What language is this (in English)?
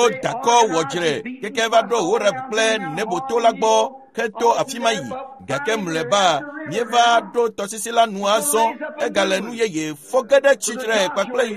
Ewe